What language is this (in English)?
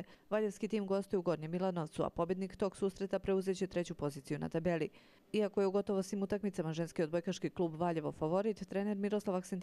Serbian